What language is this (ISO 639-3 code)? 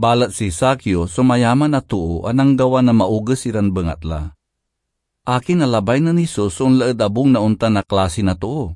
pag